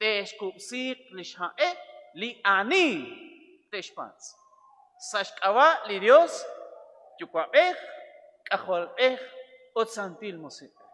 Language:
Kekchí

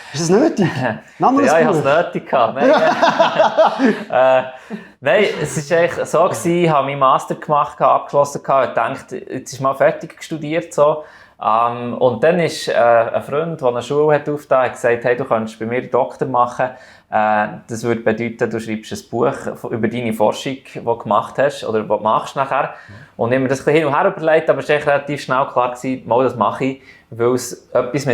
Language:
Swiss German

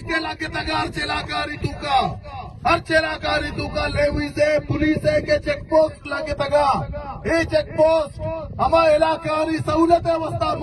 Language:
Baluchi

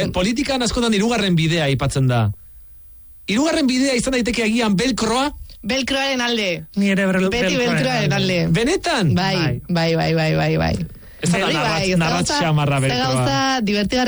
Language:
Basque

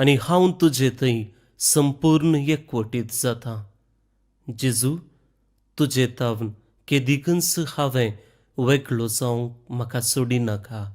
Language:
Konkani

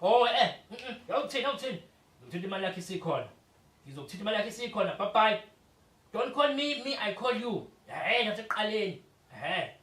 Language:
Zulu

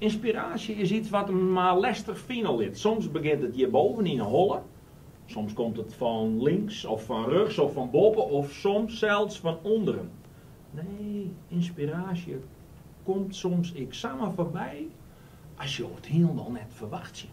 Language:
Western Frisian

